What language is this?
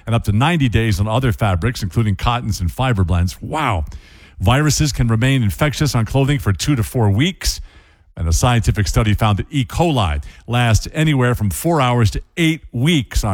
English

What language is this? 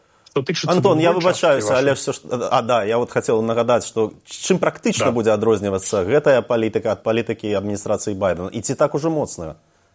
Belarusian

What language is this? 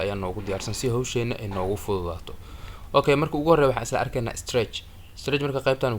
Somali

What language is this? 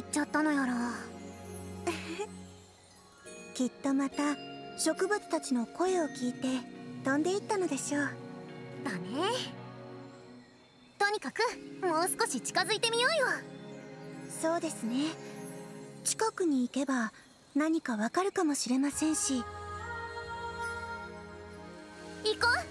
Japanese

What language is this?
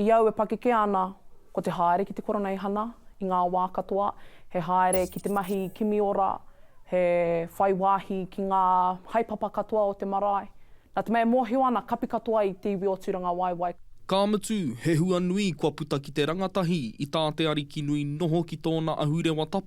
Māori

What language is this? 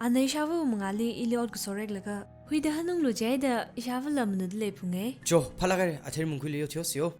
Tangkhul Naga (India)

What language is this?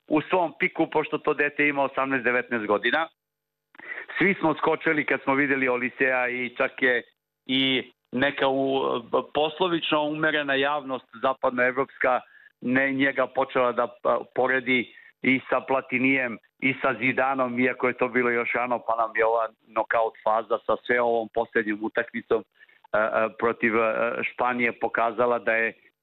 Serbian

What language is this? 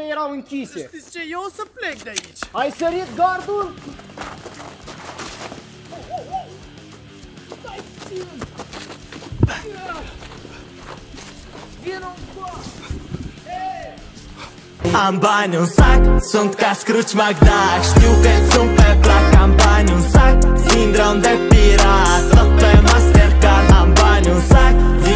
Romanian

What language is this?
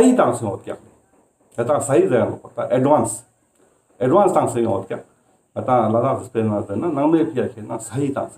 Ladakhi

